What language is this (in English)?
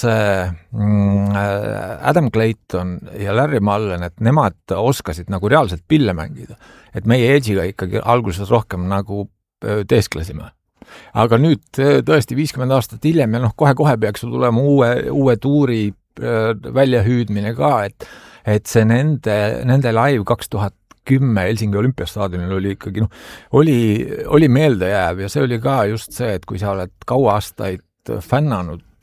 Estonian